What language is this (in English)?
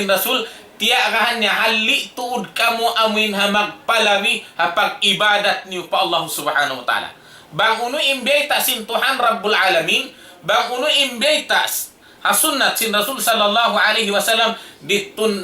Tausug